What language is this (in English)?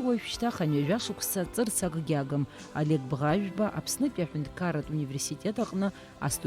Abkhazian